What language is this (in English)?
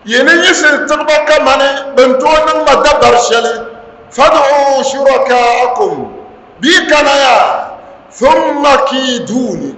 Dagbani